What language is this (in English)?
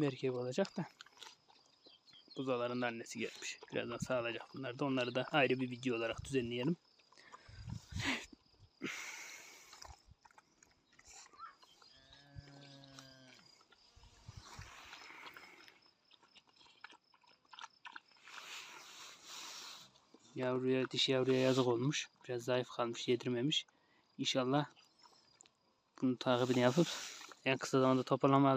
Turkish